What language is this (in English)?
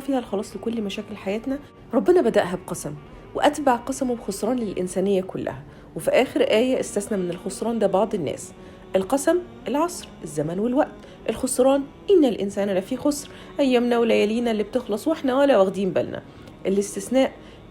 Egyptian Arabic